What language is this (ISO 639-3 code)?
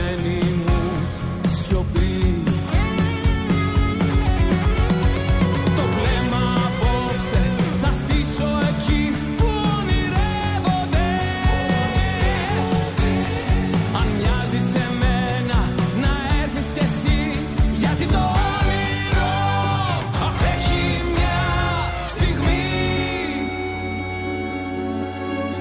ell